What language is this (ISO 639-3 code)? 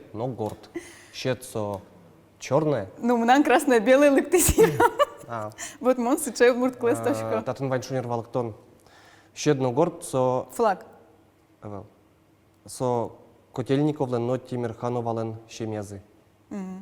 udm